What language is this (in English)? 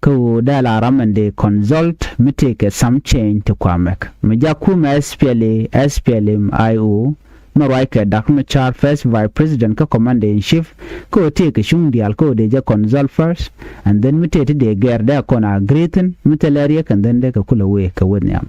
Nuer